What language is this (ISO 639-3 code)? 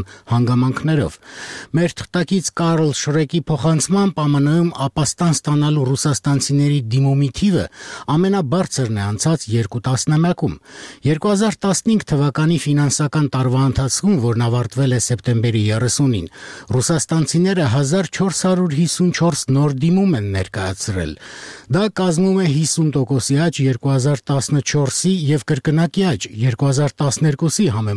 hye